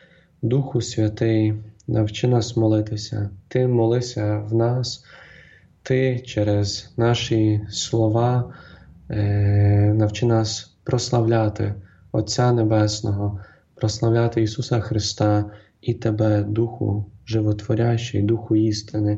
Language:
Ukrainian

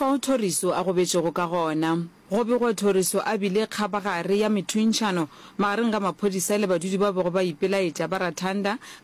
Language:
Northern Sotho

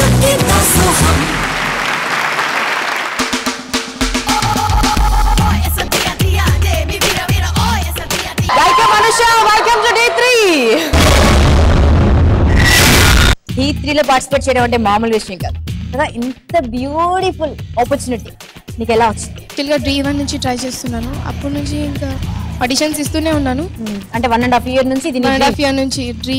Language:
Telugu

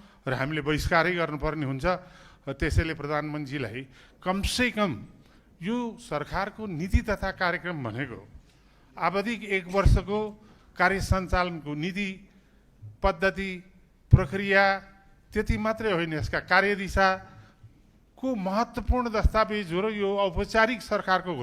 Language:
Nepali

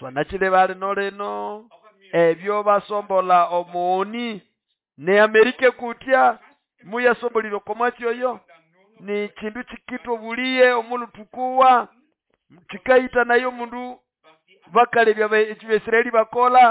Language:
Nande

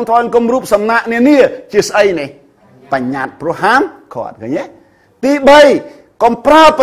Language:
Khmer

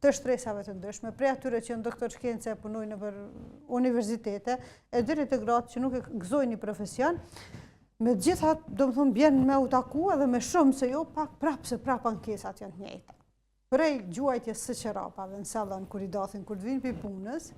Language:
Albanian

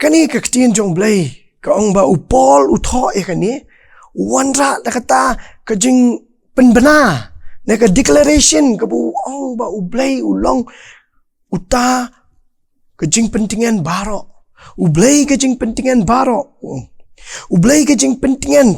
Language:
Khasi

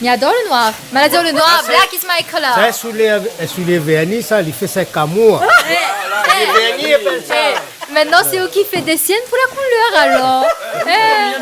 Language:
Réunion Creole French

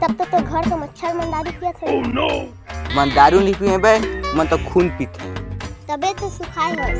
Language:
Chhattisgarhi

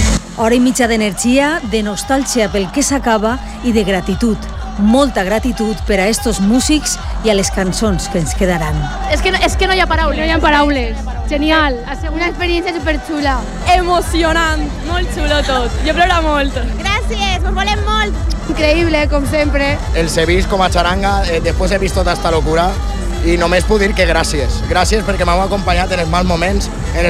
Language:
Catalan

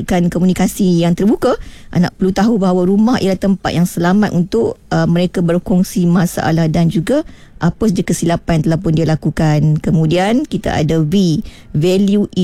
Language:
Malay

